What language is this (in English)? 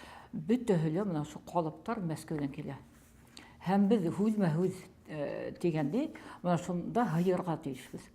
Bashkir